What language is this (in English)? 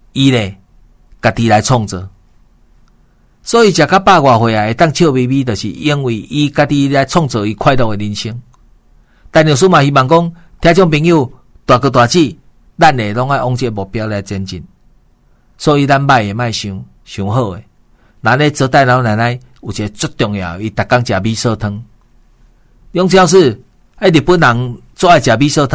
Min Nan Chinese